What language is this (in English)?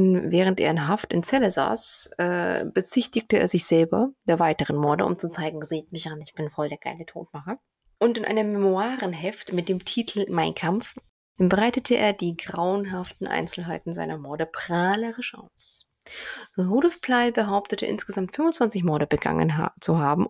German